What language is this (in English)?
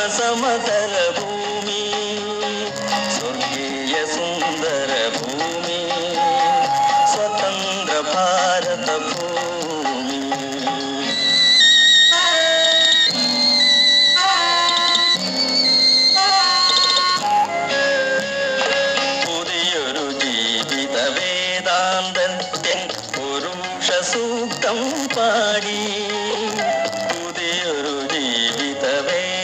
Malayalam